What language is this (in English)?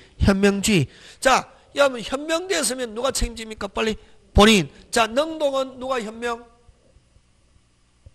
Korean